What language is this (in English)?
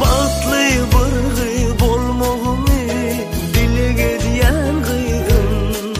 Turkmen